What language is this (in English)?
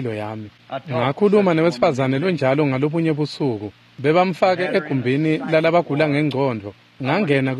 Swati